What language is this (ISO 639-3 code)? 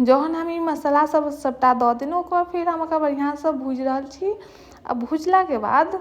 mai